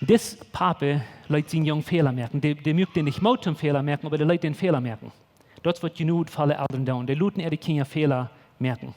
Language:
Plautdietsch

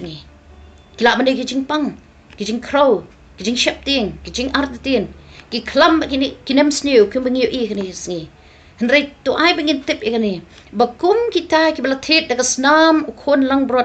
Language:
Khasi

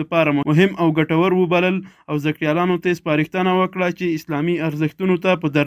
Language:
Pashto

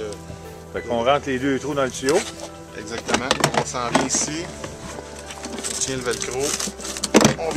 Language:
French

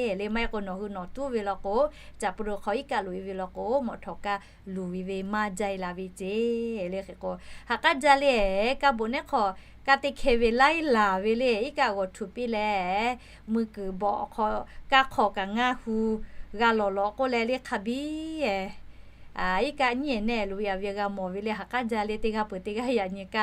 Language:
Lahu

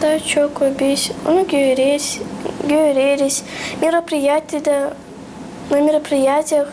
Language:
Gagauz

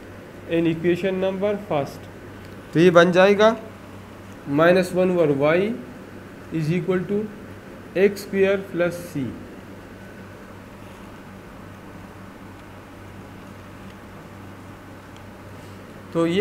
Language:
Hindi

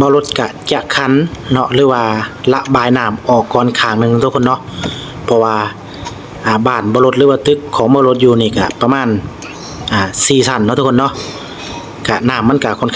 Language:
Lao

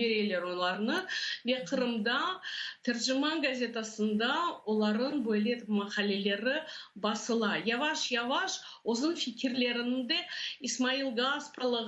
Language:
Crimean Tatar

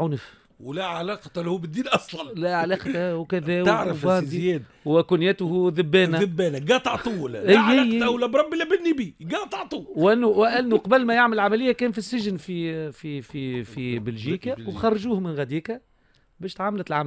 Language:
Tunisian Arabic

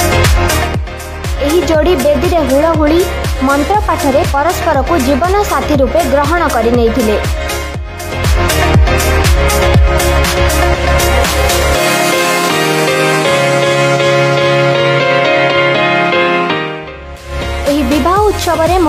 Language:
Odia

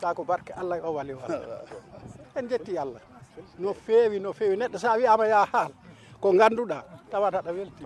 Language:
Fula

